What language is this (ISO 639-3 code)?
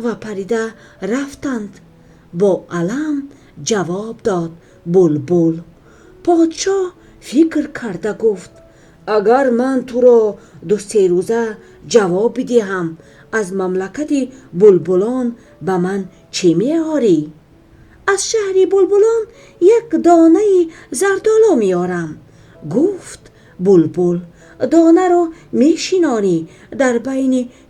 tgk